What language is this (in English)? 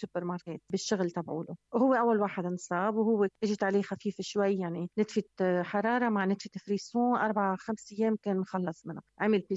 North Levantine Arabic